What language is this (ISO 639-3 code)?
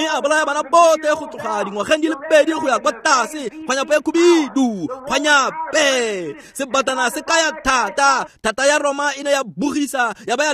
tsn